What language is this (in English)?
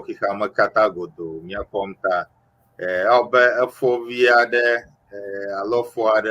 Ewe